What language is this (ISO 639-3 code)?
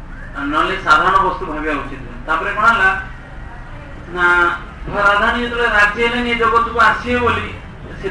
ori